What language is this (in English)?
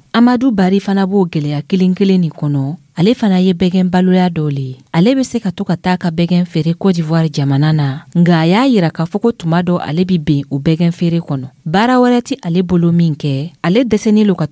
Dyula